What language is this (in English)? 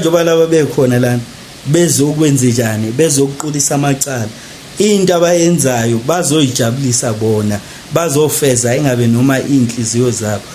Zulu